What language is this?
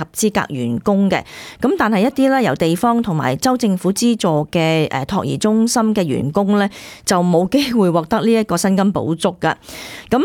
Cantonese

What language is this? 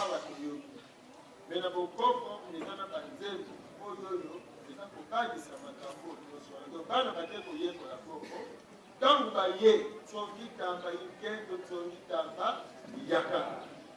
Lingala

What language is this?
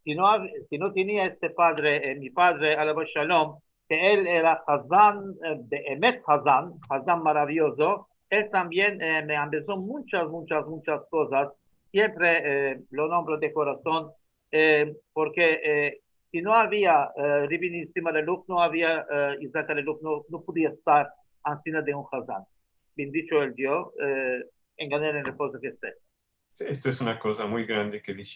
Ladino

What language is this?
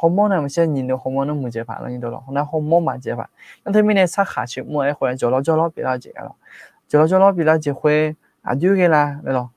Akha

